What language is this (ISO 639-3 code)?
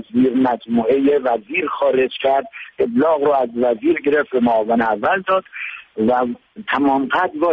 fas